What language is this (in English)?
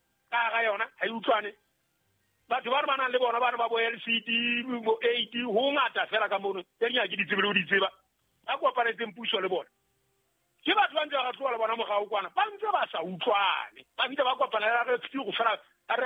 Southern Sotho